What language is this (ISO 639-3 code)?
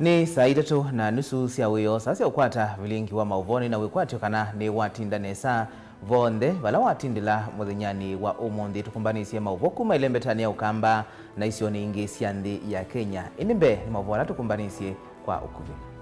kam